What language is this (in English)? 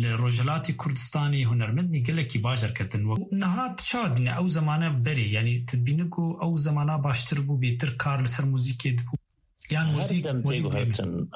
Kurdish